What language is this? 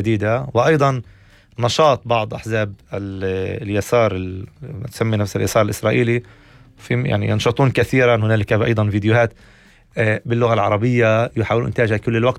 North Levantine Arabic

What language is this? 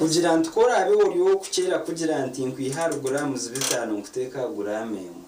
Nyankole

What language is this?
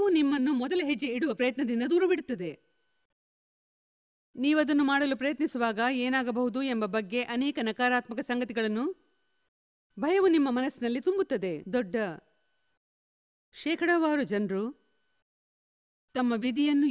Kannada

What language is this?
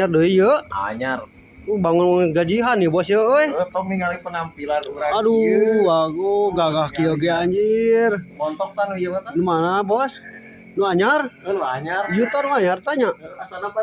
Sundanese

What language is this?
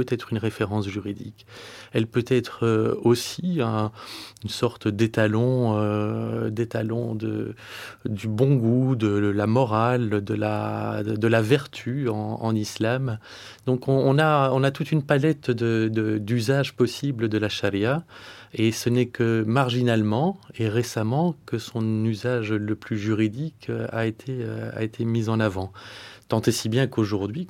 French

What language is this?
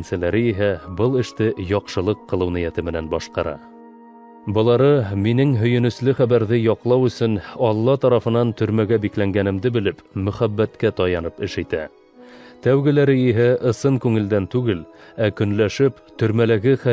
Bashkir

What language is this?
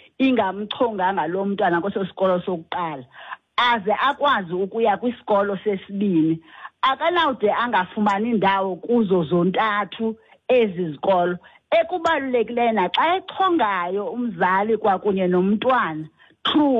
Xhosa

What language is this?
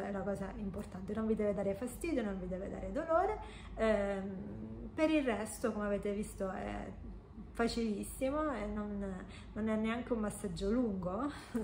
Italian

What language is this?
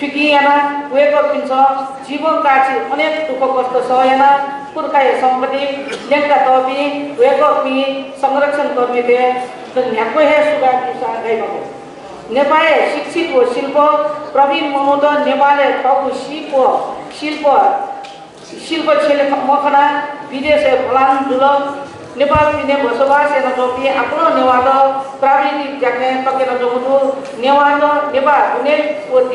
Newari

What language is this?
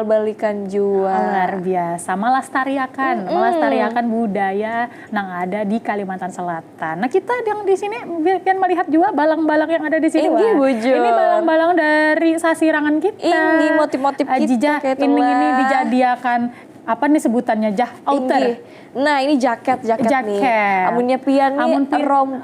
Banjar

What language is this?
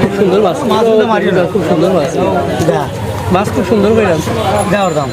Sylheti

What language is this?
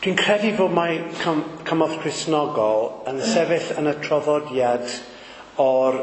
Welsh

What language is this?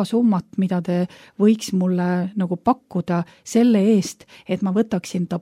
Estonian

